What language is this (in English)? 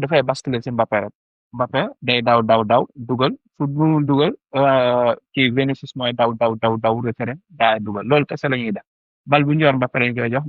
Wolof